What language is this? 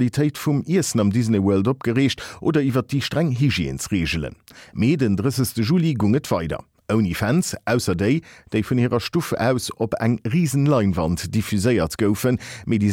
Luxembourgish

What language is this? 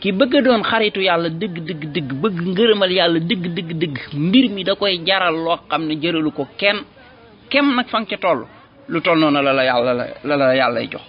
Wolof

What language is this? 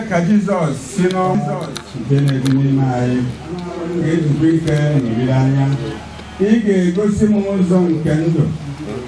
Igbo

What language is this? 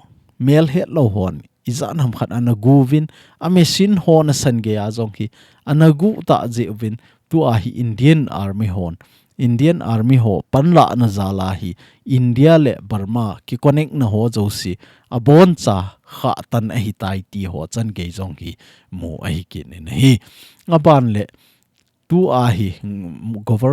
Thado Chin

